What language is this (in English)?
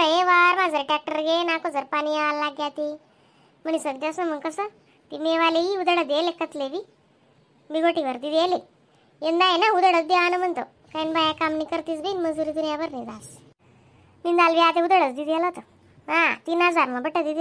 Khandesi